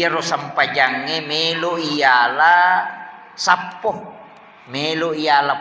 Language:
Buginese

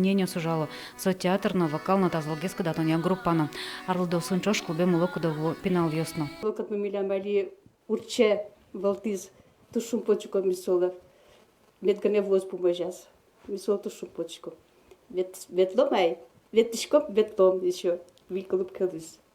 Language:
Udmurt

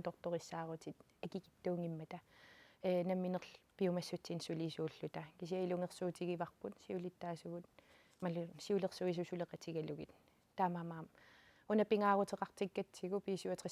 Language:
Kalaallisut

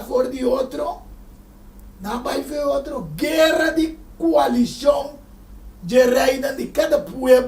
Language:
Papiamento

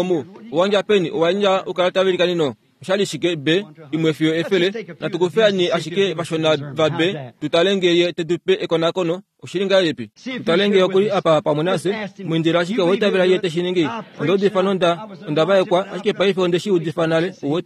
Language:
Kuanyama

